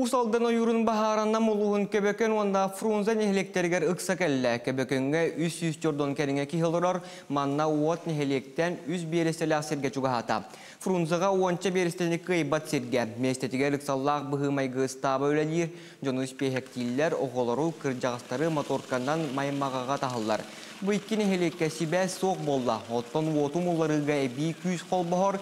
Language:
Yakut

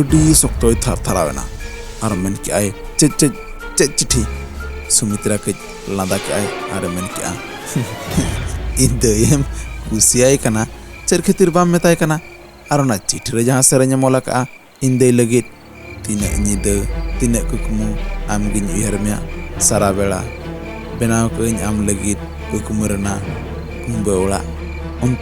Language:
Santali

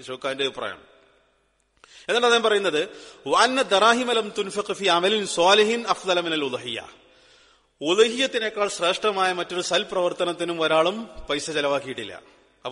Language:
Malayalam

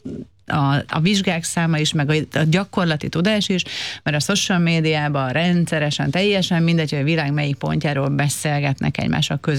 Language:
Hungarian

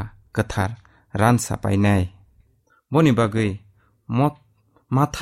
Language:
Kok Borok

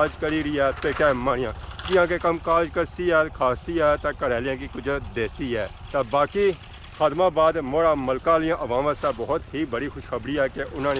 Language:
Pahari-Potwari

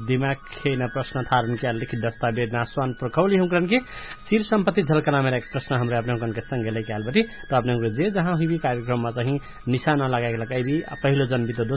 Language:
Bhojpuri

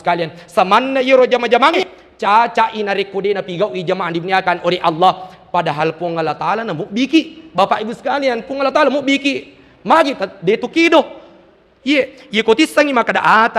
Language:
Buginese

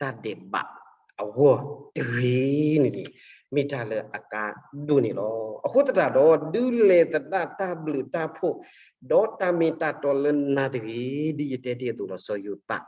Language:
S'gaw Karen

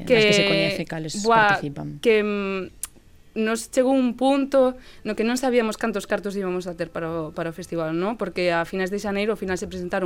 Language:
Galician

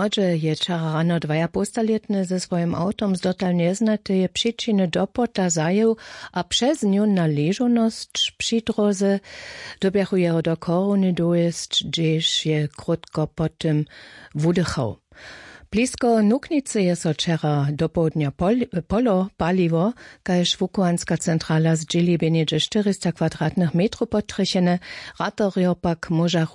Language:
Upper Sorbian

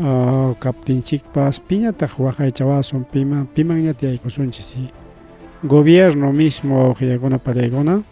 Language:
Ayacucho Quechua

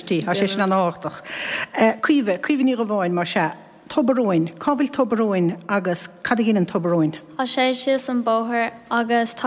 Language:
Irish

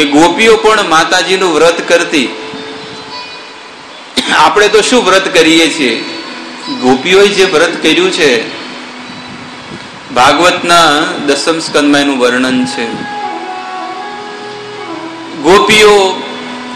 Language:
Gujarati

